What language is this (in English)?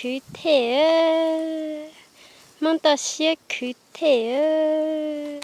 Hmong